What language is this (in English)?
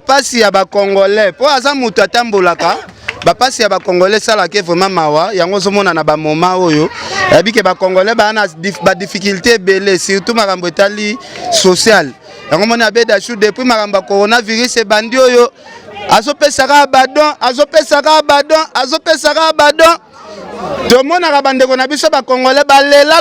Lingala